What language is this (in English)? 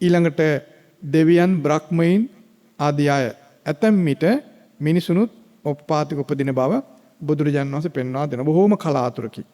Sinhala